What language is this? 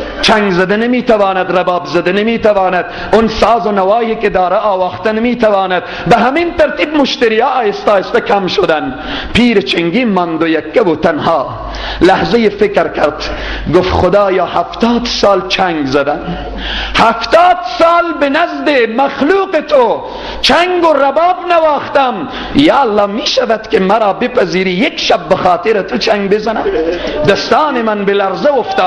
Persian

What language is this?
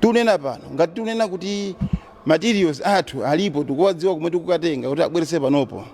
Nyanja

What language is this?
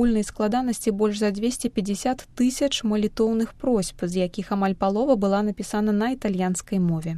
Belarusian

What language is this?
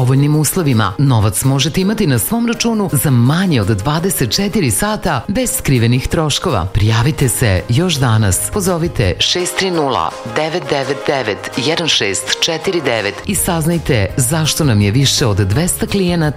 Serbian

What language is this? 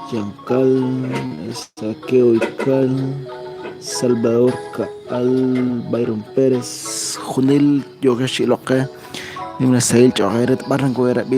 Kekchí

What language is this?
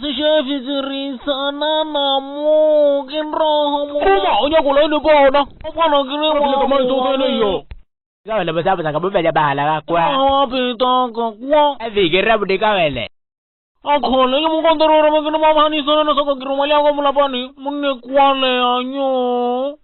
Makhuwa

